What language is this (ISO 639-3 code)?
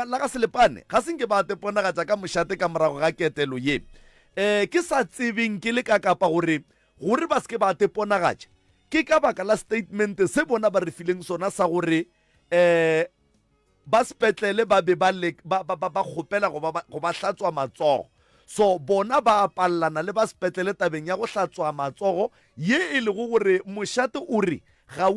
nso